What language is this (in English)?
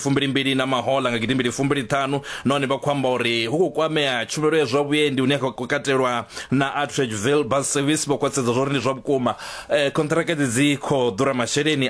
Venda